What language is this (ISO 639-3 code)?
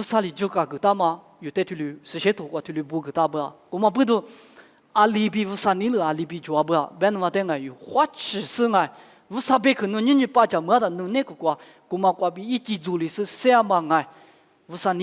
lis